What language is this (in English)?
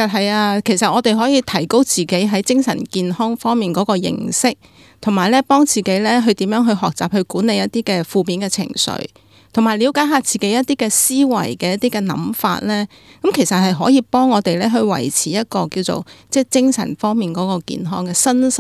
Cantonese